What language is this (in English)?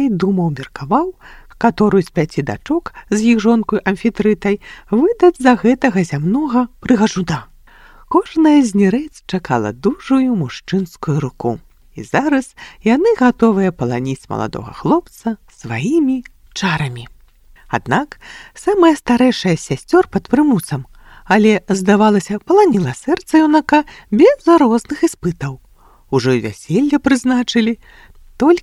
Belarusian